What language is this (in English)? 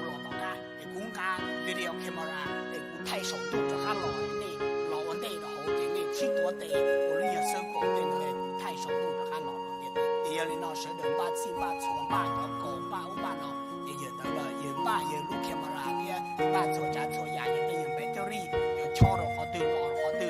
Hmong